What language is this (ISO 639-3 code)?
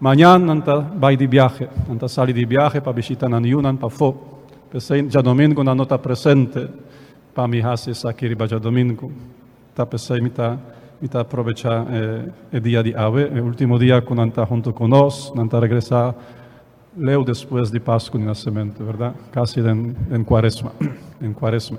pap